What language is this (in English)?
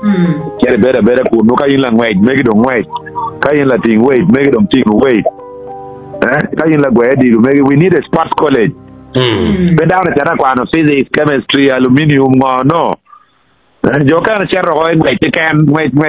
Acoli